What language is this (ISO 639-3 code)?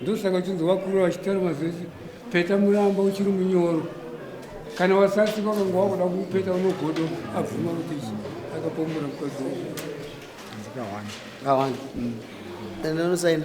sna